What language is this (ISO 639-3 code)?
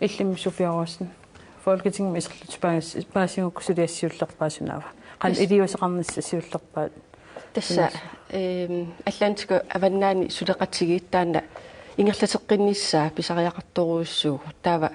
kal